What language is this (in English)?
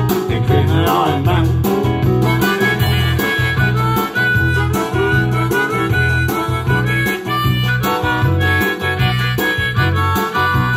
Danish